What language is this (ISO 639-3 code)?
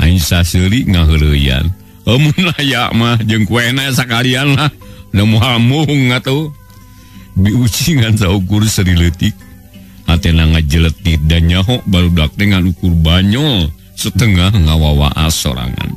sun